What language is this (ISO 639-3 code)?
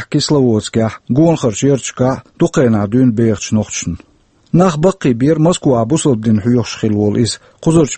che